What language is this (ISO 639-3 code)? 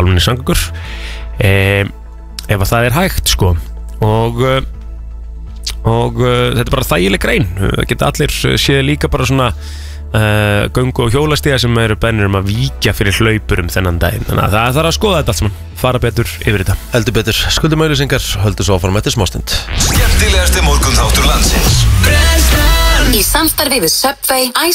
isl